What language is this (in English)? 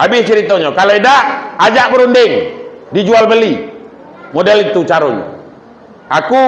Minangkabau